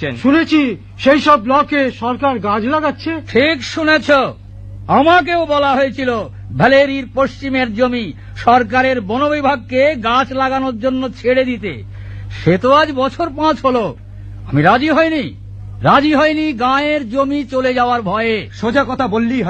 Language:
Bangla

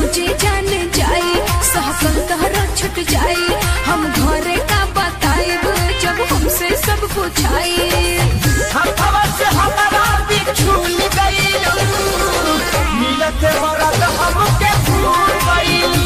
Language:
Bhojpuri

